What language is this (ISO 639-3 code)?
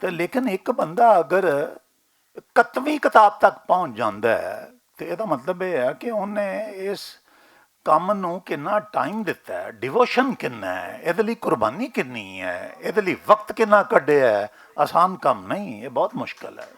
lah